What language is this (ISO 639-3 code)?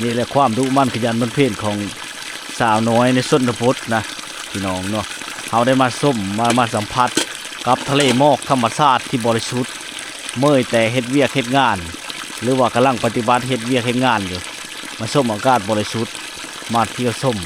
lao